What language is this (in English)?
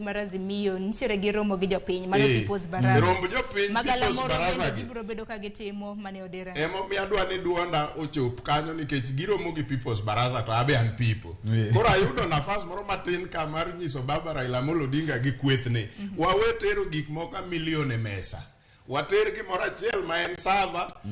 Luo (Kenya and Tanzania)